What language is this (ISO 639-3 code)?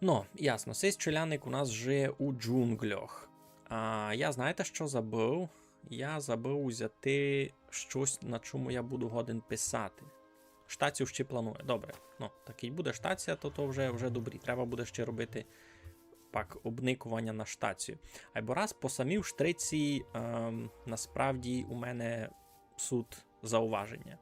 rue